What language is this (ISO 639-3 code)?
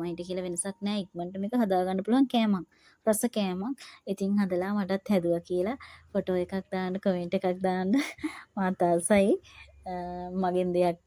sin